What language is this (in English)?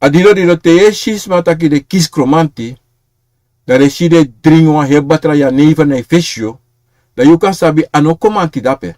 Sranan Tongo